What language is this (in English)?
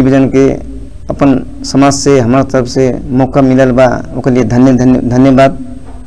Bhojpuri